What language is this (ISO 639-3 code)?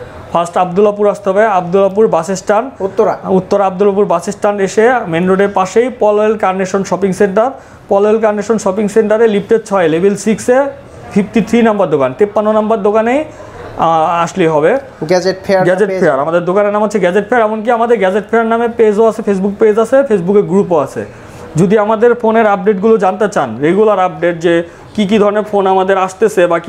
ben